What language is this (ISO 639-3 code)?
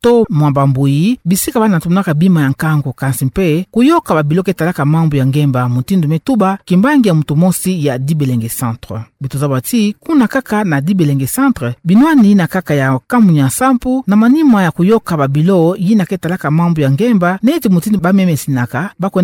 ktu